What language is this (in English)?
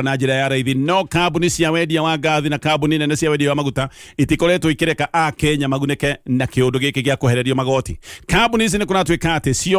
Kikuyu